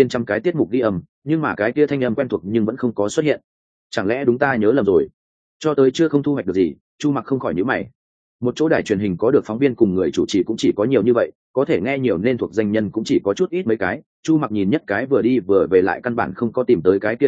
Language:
Vietnamese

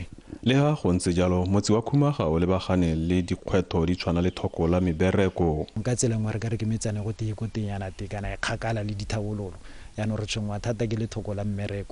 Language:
Tswana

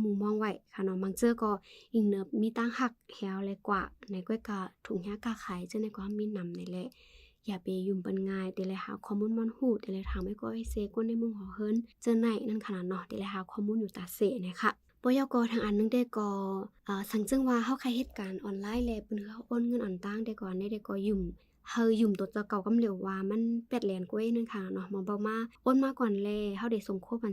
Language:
Shan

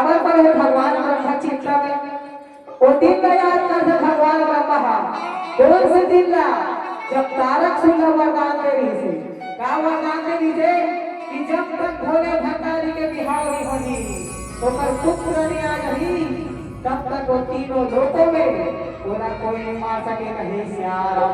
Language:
Chhattisgarhi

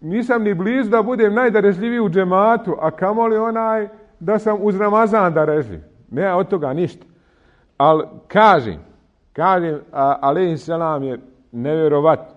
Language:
Bosnian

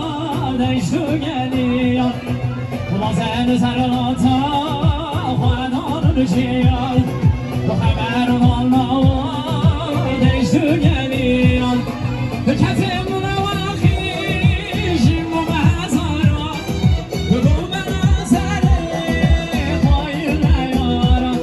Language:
Kurdish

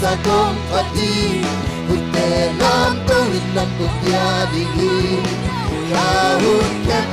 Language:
Tedim Chin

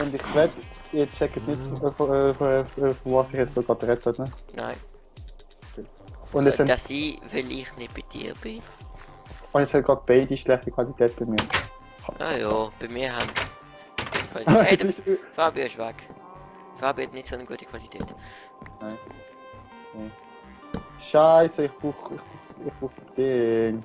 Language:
Swiss German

